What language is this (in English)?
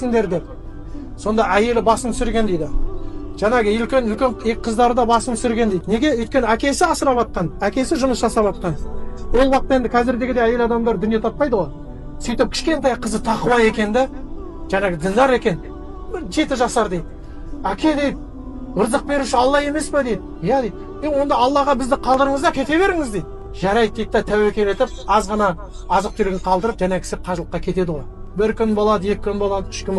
Kazakh